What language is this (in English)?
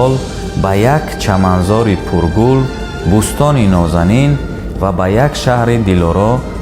Tajik